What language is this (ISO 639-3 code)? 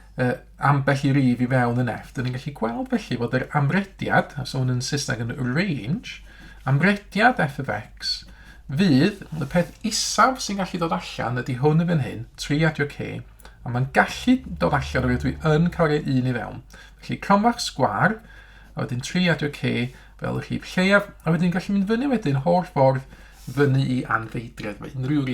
cym